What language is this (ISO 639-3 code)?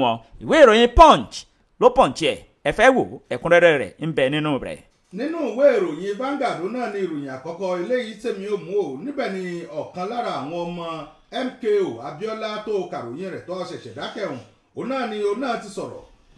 yor